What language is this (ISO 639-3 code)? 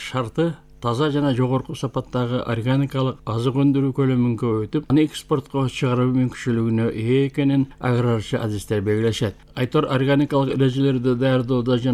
kir